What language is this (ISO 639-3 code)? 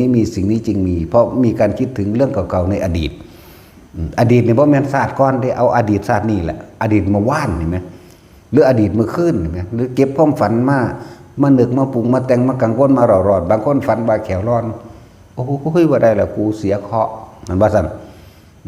tts